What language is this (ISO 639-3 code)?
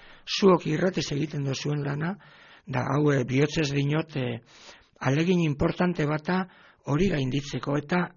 eus